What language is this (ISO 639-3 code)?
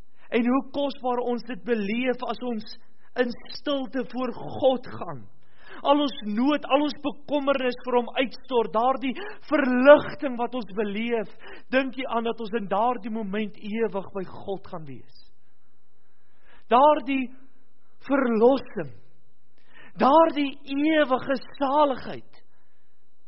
afr